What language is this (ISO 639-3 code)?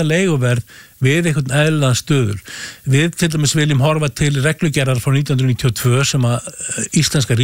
isl